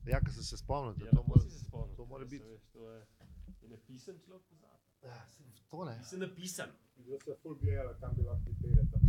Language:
Slovenian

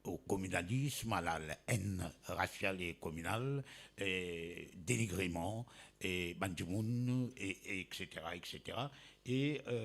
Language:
Morisyen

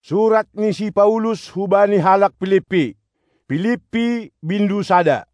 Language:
Batak Simalungun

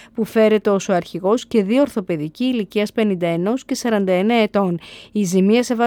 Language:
Greek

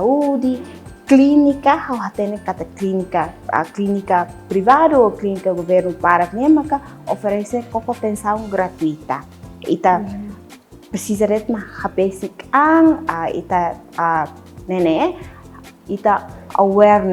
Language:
Tetum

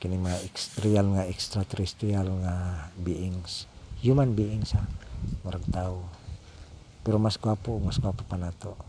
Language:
Cebuano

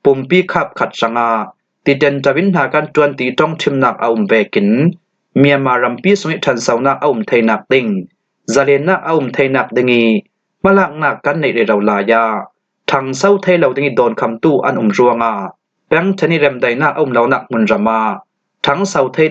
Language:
Falam Chin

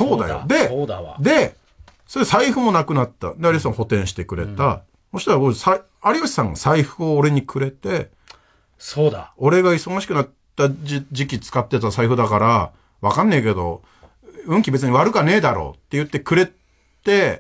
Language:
Japanese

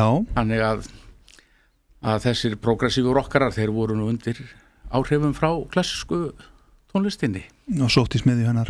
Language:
Icelandic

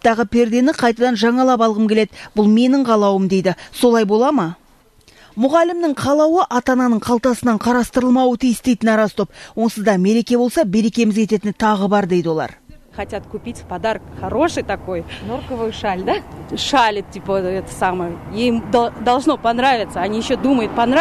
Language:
Kazakh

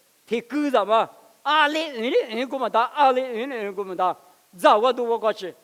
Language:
Lisu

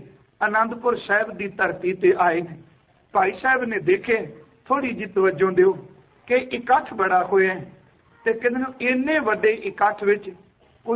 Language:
Punjabi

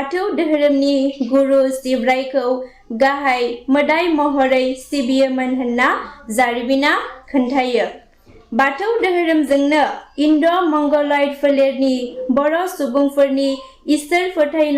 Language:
Bodo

